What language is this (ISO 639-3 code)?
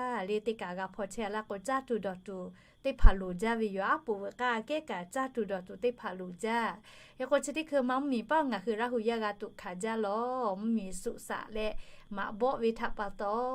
lhu